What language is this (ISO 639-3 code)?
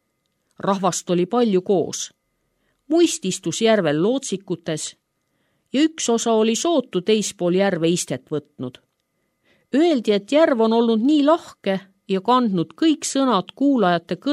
est